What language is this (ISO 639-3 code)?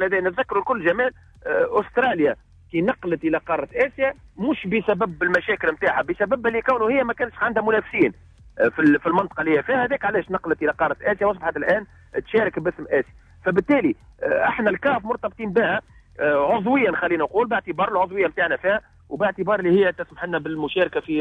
aeb